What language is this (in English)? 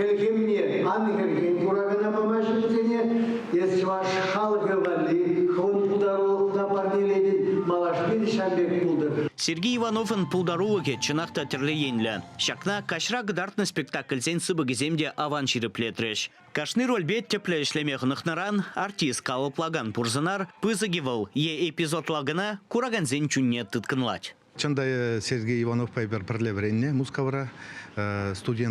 Chuvash